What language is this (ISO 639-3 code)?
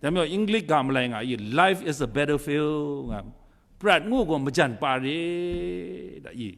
kac